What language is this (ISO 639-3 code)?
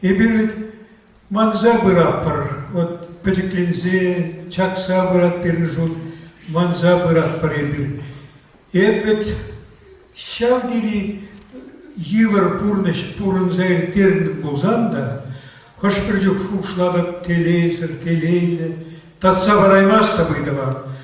chv